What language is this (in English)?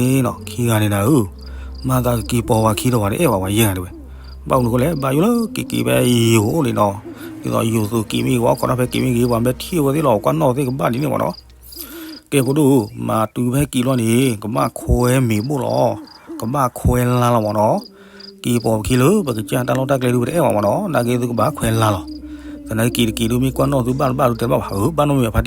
S'gaw Karen